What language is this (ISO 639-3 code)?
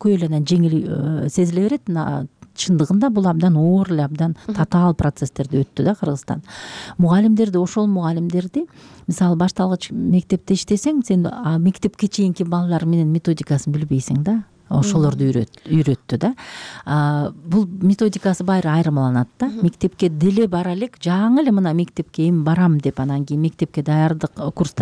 kir